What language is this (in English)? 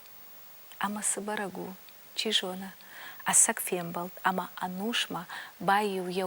Ossetic